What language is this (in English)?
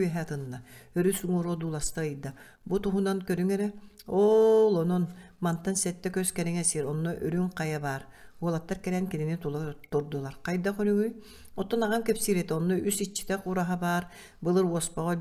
Yakut